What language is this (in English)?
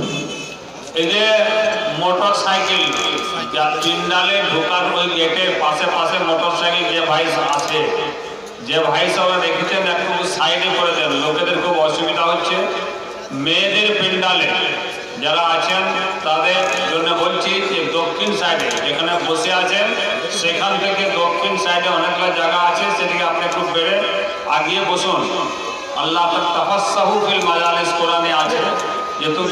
Bangla